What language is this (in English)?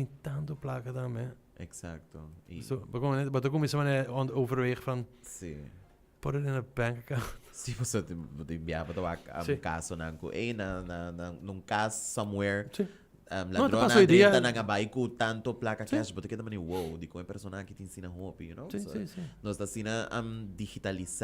Papiamento